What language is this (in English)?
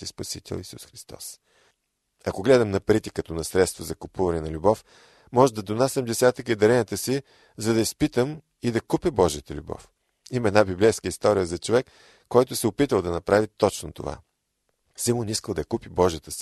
Bulgarian